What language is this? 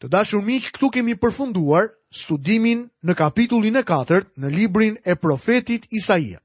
Albanian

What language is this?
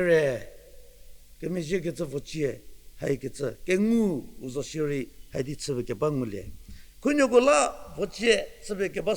Angami Naga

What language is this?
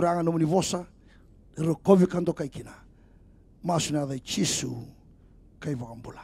Fijian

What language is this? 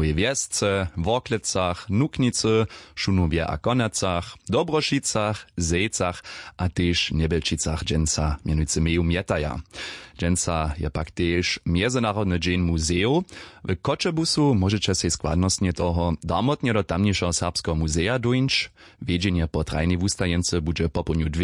Upper Sorbian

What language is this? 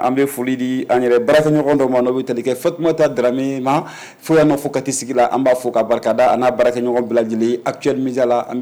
Bambara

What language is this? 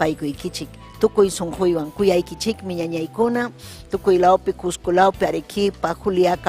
Ayacucho Quechua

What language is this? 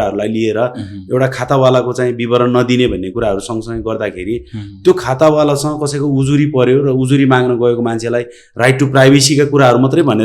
Nepali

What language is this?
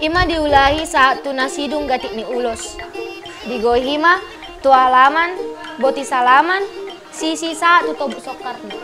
Batak Toba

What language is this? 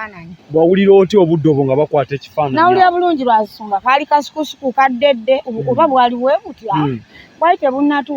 Ganda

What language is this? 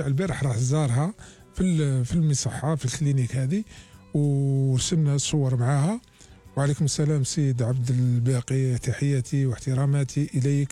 Algerian Arabic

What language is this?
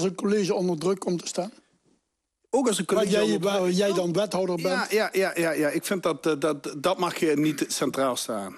Dutch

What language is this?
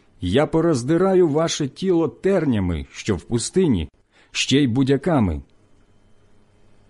Ukrainian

